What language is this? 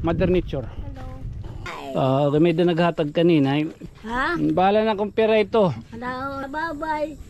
Waray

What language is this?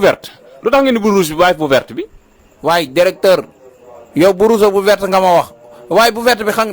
Wolof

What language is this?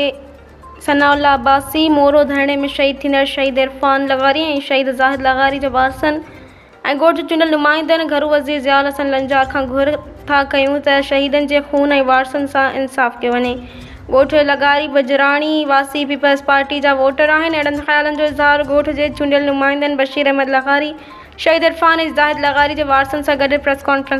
Sindhi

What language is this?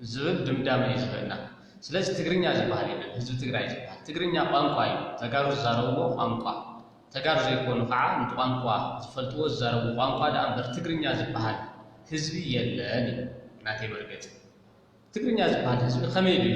Tigrinya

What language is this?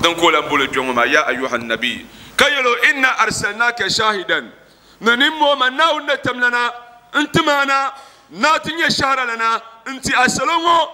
Dagbani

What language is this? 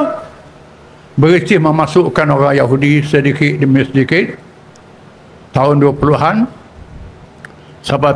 Malay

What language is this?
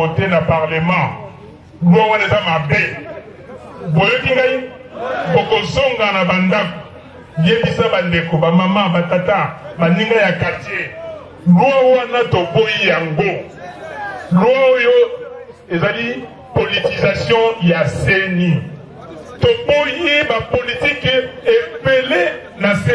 Lingala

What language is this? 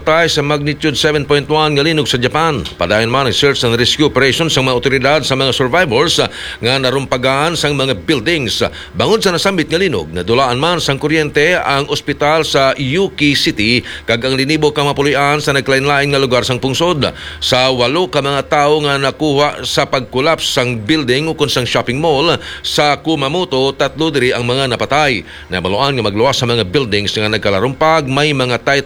Hiligaynon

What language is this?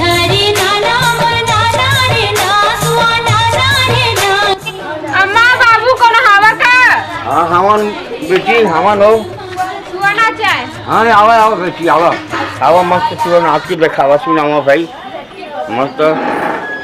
Chhattisgarhi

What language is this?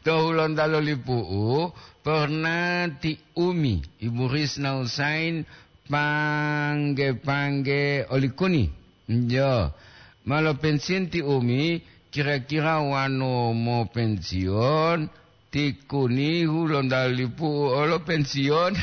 Gorontalo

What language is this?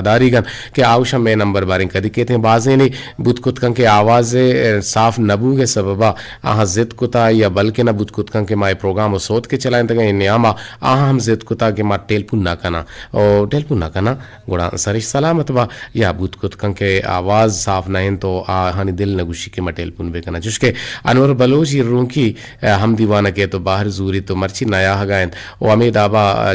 Eastern Balochi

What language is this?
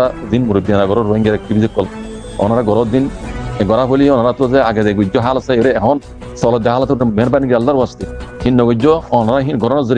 Rohingya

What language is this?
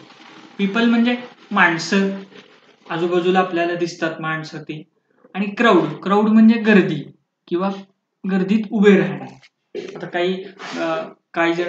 Marathi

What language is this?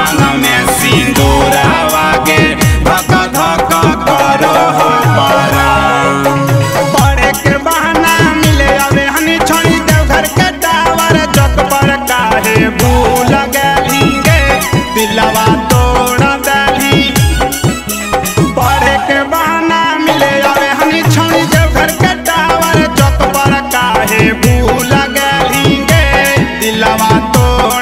Magahi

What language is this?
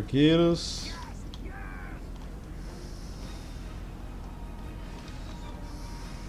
Portuguese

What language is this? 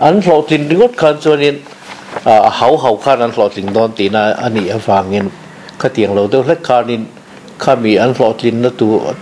Mizo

